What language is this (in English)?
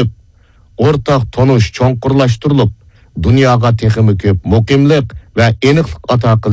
Uyghur